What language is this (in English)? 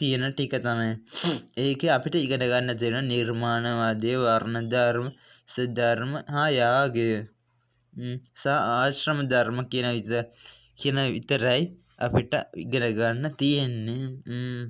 Sinhala